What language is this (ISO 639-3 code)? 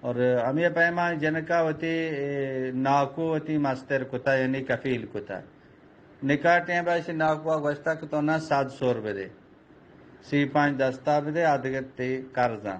bgp